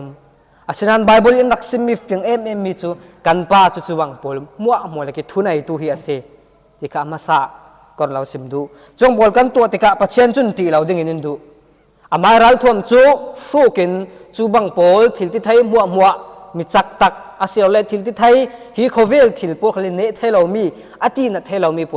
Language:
Falam Chin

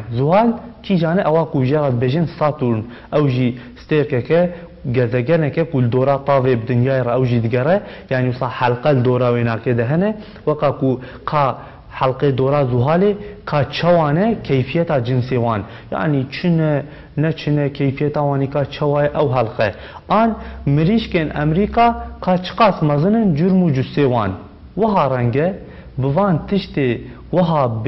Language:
Kurdish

